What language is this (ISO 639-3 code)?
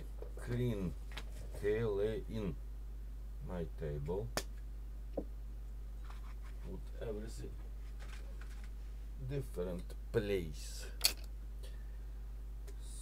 eng